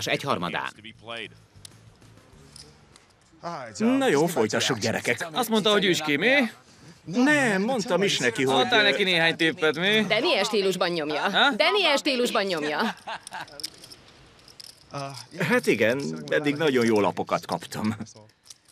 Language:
Hungarian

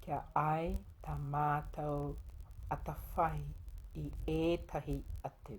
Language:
Māori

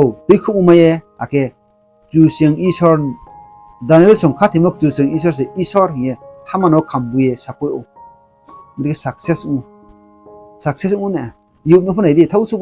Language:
Riang (India)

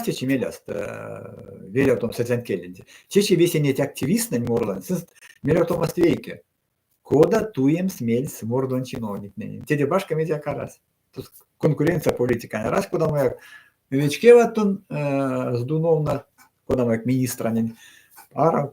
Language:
Erzya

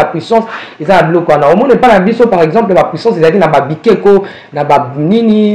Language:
Lingala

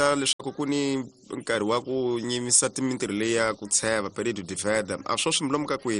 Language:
Tsonga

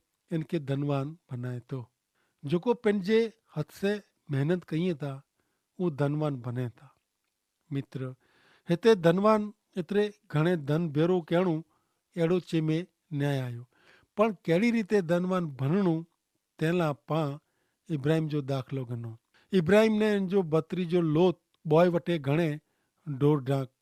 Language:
Kachhi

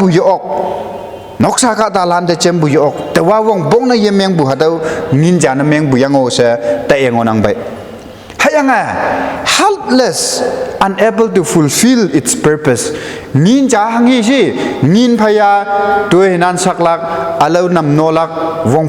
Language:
Konyak Naga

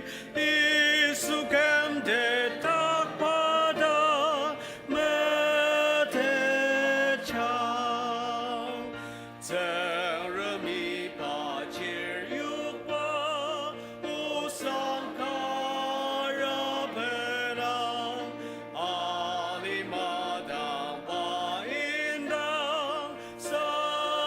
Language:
Ao Naga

